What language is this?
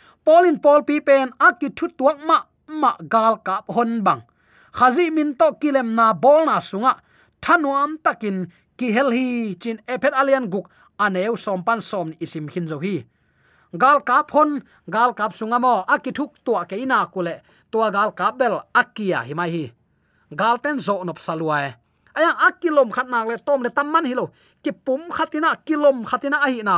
Tedim Chin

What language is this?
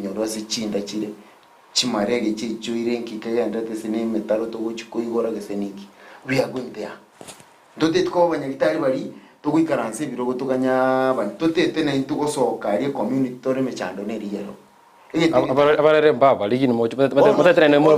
Gusii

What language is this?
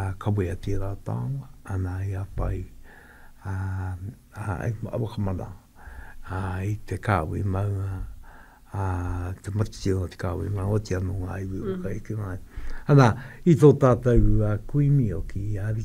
Māori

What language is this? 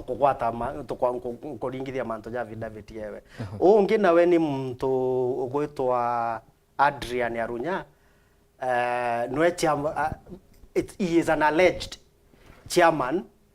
Meru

